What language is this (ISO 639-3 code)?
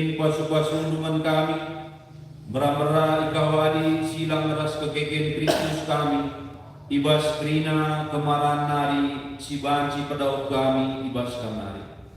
btx